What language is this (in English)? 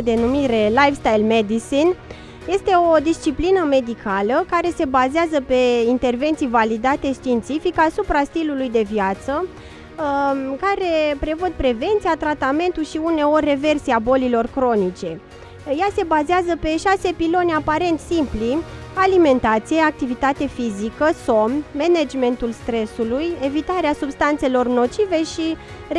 Romanian